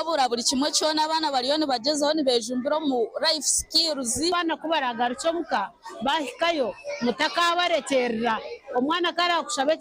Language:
Nyankole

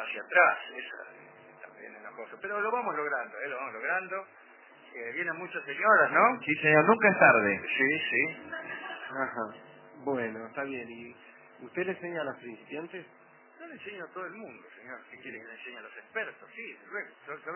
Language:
Spanish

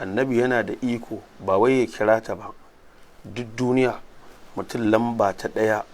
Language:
Hausa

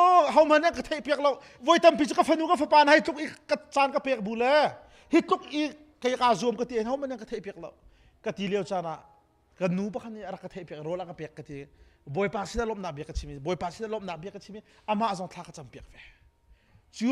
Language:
Hakha Chin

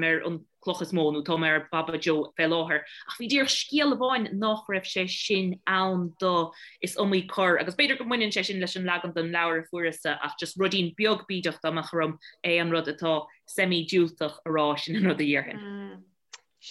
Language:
Irish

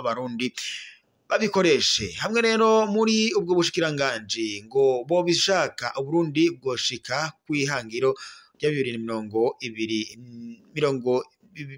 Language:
Rundi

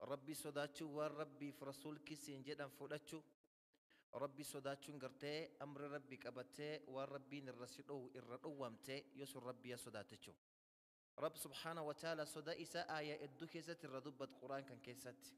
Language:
Oromo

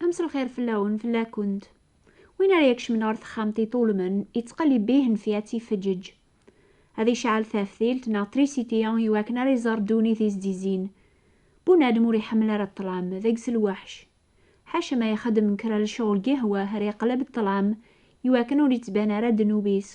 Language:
Kabyle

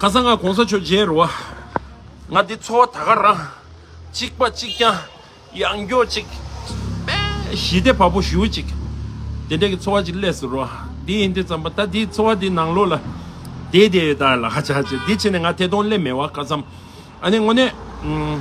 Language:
Tibetan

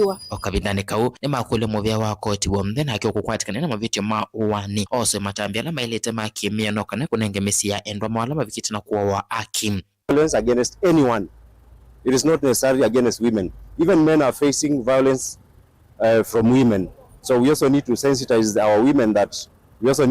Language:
Kamba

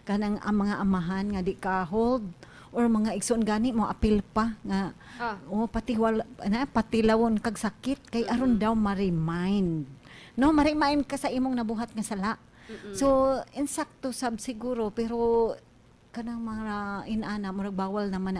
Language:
Cebuano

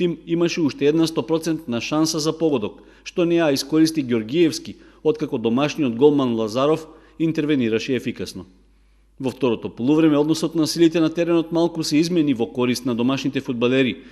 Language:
Macedonian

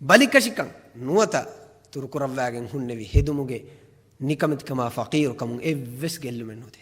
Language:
Divehi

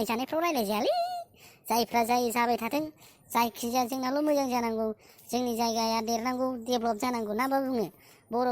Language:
Bodo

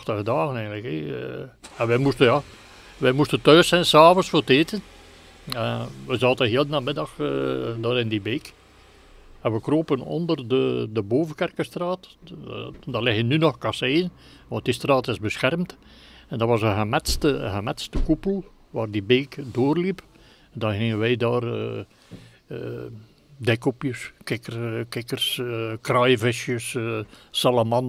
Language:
Dutch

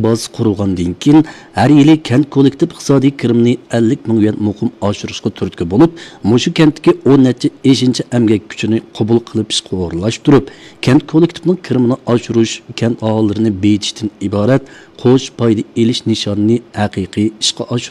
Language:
Uyghur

